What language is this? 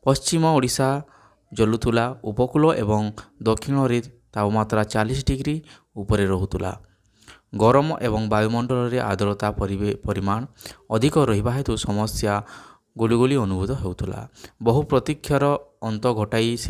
Odia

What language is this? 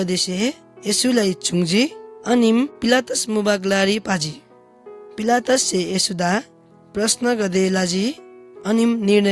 Eastern Tamang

